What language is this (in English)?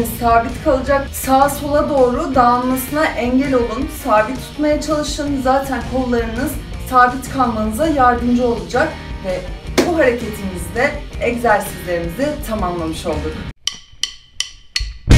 Turkish